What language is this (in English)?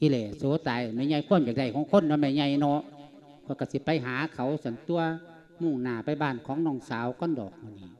Lao